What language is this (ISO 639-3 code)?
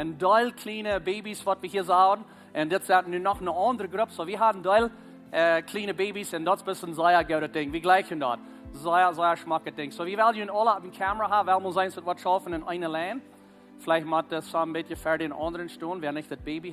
pdt